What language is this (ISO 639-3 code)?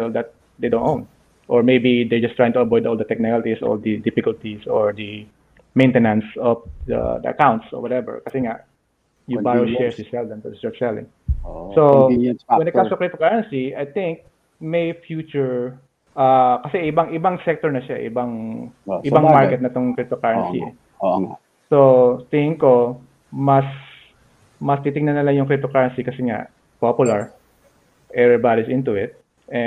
fil